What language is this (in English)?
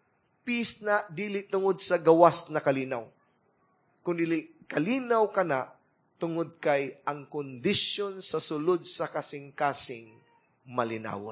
Cebuano